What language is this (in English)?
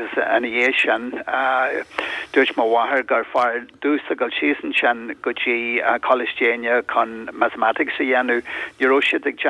Irish